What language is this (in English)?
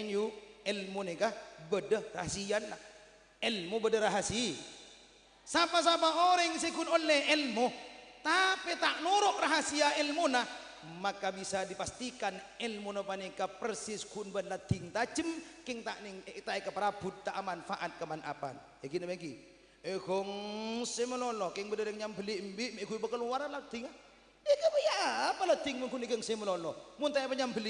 Madurese